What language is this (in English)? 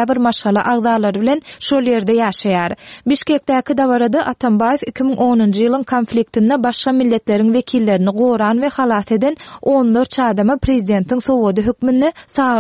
Turkmen